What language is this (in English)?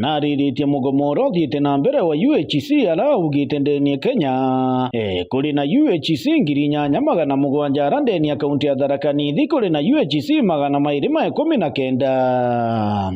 Meru